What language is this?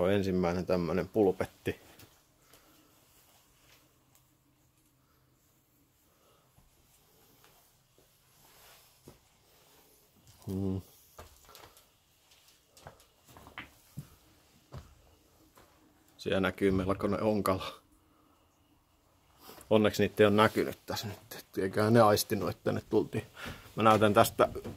Finnish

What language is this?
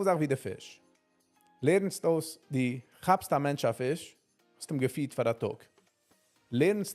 Yiddish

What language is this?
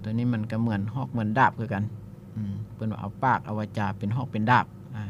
Lao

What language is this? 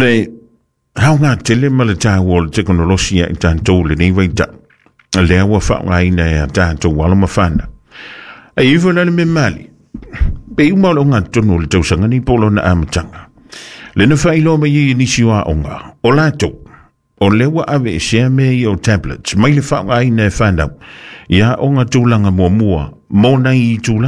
Samoan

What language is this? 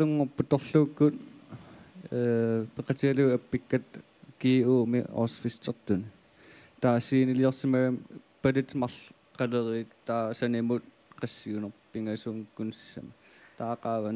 Kalaallisut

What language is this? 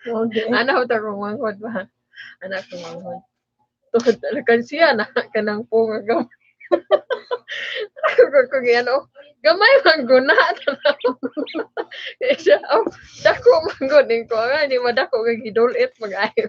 Cebuano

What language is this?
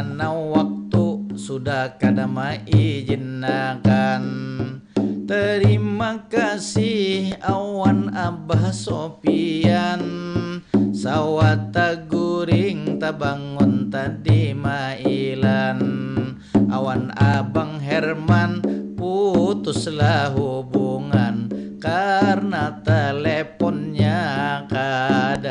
Banjar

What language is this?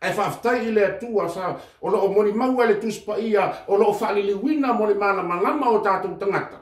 Samoan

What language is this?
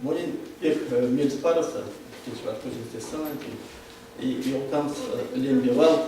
Erzya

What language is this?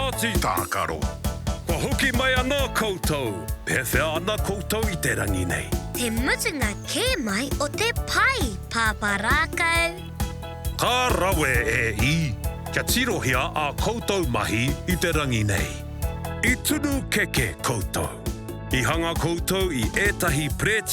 Māori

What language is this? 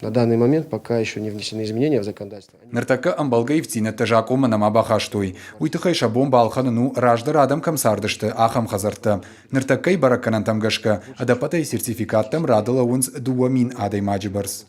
Ossetic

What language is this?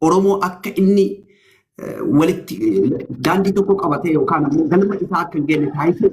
Oromo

